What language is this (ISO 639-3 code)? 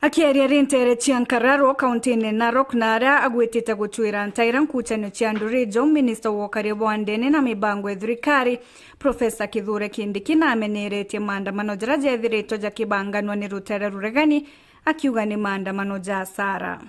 mer